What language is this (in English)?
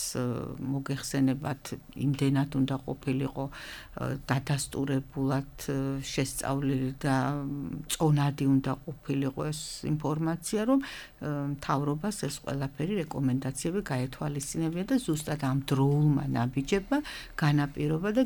Georgian